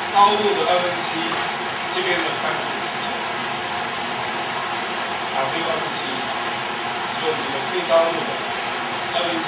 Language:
Chinese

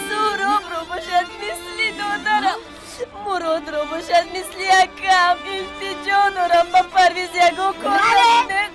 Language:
Tajik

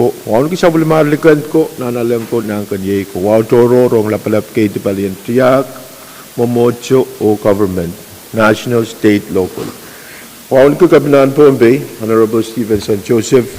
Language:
Pohnpeian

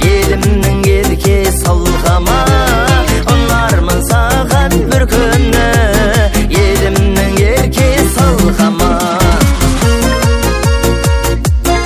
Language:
Kazakh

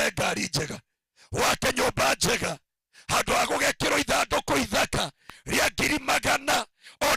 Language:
Kikuyu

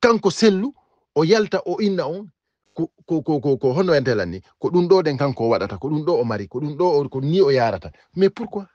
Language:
Fula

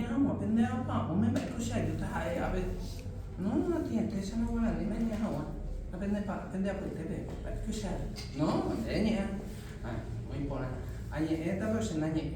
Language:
Guarani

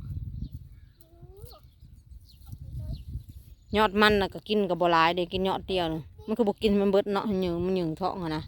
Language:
Northeastern Thai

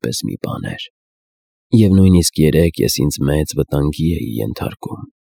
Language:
Armenian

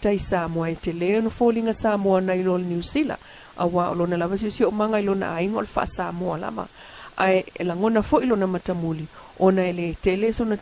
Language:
Samoan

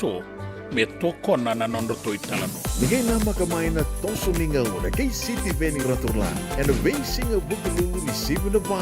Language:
Fijian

